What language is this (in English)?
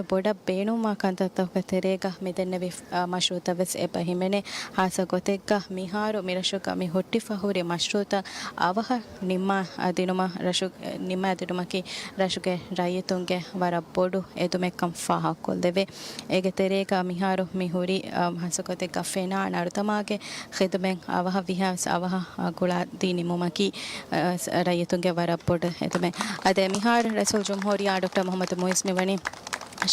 Divehi